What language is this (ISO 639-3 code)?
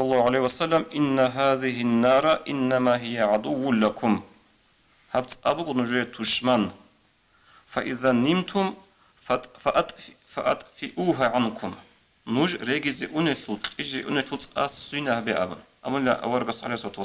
ava